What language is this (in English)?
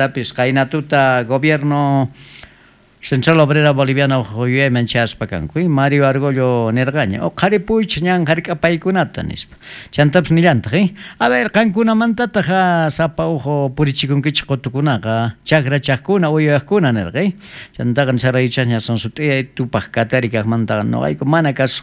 South Bolivian Quechua